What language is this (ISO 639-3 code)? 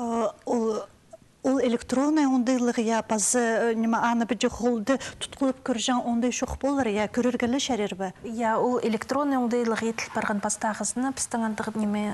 kjh